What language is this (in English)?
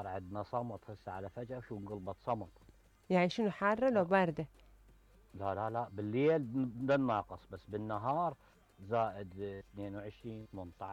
Mesopotamian Arabic